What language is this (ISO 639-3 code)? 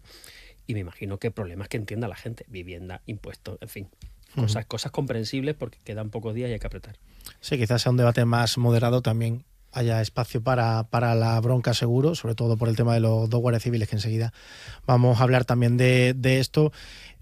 spa